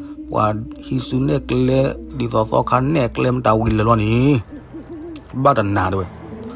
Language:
S'gaw Karen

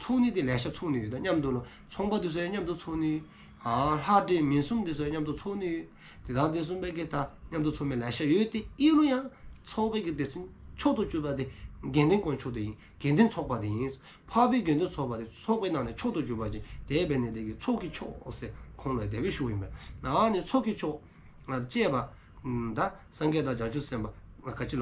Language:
Dzongkha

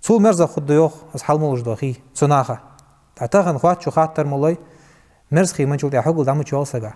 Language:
Ingush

